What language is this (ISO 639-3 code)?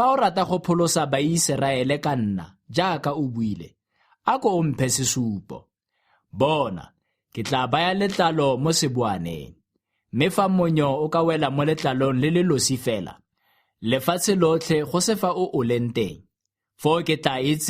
tsn